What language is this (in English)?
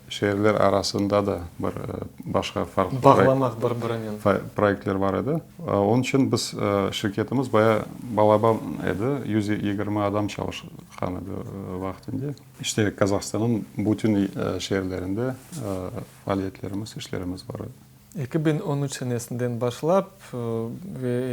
Crimean Tatar